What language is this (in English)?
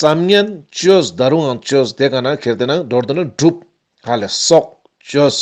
Ladakhi